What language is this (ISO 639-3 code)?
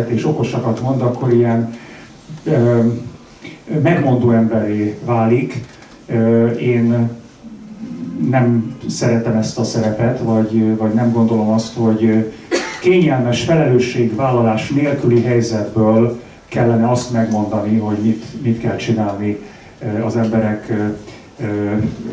hun